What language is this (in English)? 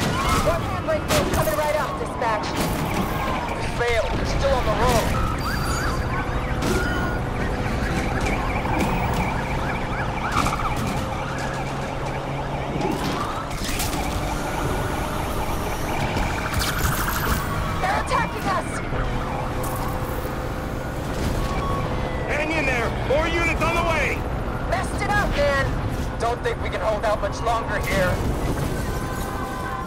English